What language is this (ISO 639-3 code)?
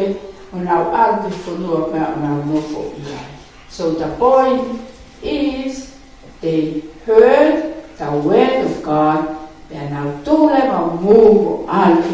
ton